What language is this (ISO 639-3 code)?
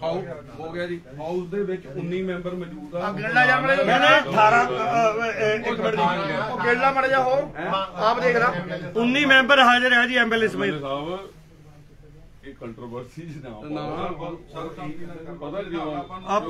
pan